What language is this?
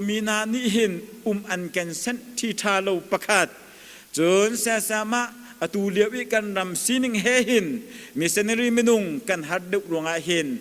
Hakha Chin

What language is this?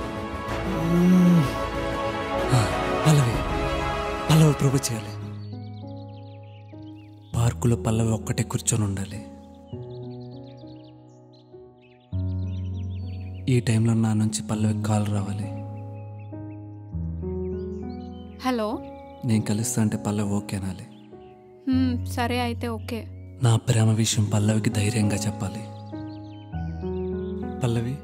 Telugu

